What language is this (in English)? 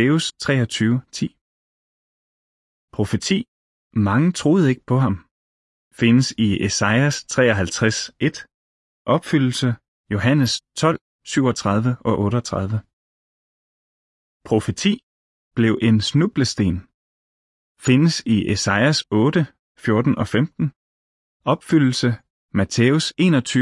Danish